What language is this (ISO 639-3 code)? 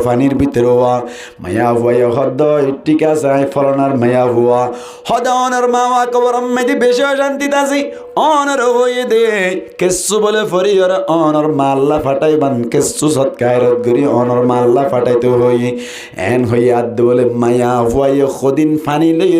rhg